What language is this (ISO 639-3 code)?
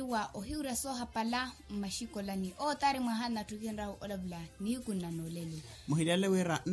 vmw